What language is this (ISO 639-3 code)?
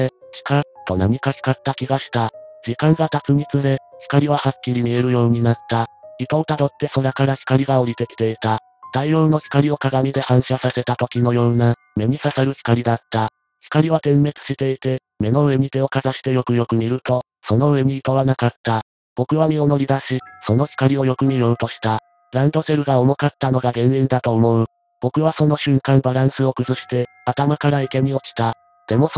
jpn